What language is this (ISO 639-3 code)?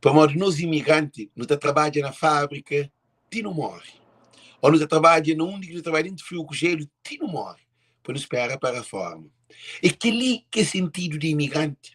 kea